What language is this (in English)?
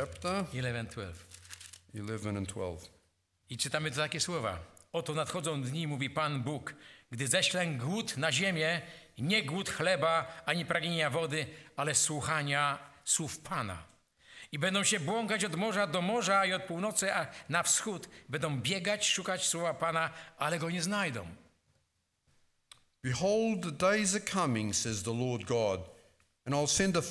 Polish